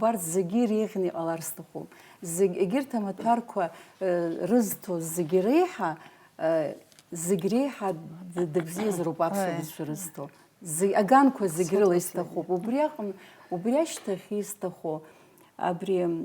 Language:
Abkhazian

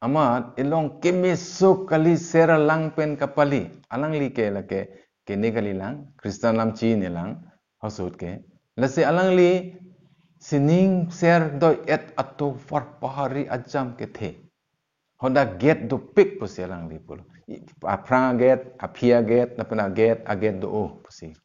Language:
Karbi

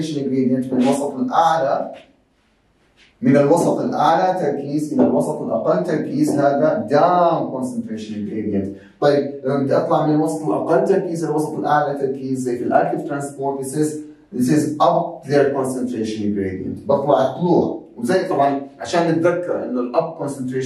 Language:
South Levantine Arabic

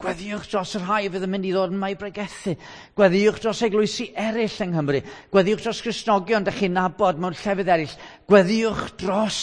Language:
Welsh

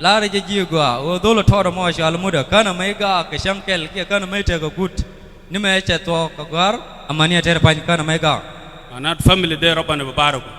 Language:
Nuer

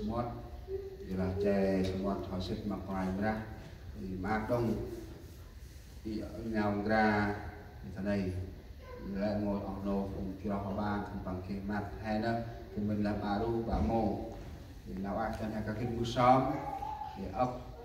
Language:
Central Mnong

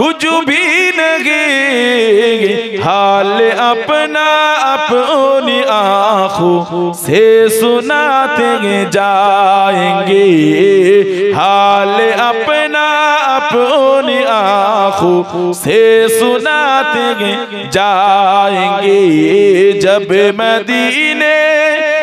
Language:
Bangla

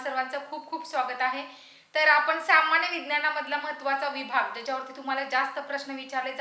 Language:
Marathi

